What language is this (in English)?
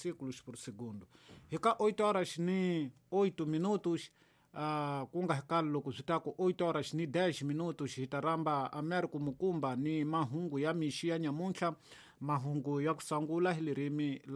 Tsonga